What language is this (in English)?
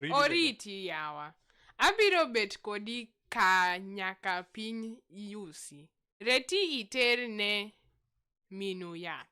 Luo (Kenya and Tanzania)